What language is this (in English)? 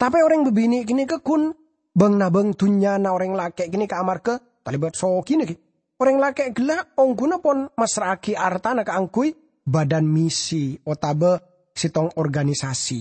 Madurese